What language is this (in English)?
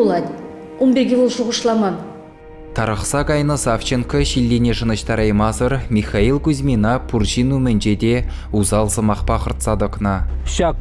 Chuvash